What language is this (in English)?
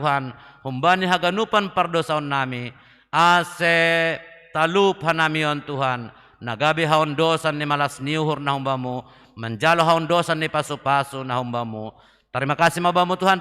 Batak Simalungun